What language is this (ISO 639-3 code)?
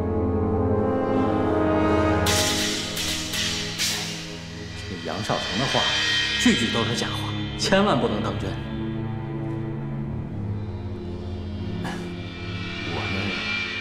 zho